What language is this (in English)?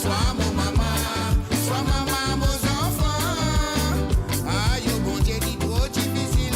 Morisyen